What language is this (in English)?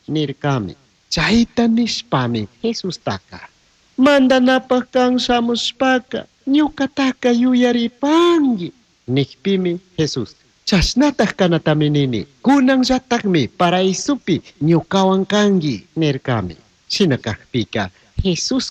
Chimborazo Highland Quichua